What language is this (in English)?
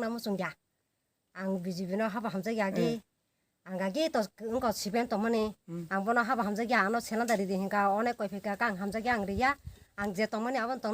Kok Borok